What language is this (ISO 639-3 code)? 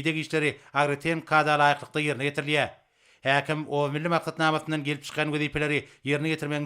tuk